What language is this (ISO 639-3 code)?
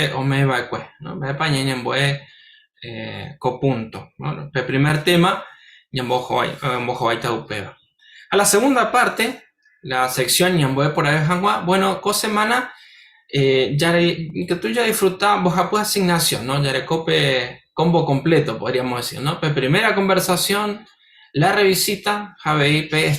grn